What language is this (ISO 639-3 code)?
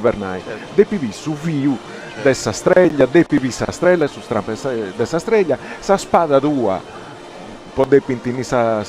srd